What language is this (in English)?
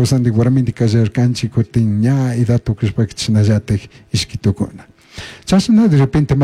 Chimborazo Highland Quichua